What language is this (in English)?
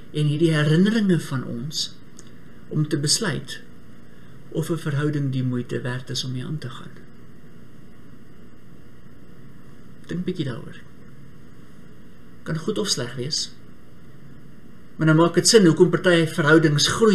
Afrikaans